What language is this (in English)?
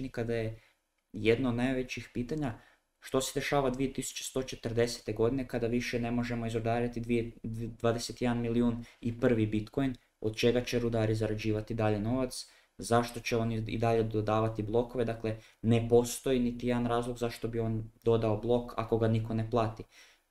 Croatian